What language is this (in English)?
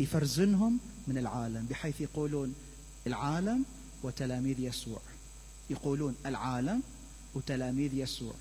Mesopotamian Arabic